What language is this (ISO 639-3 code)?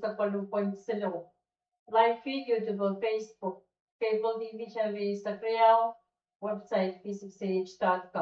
pon